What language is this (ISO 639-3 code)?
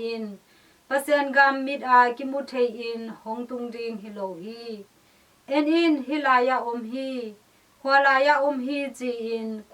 ctd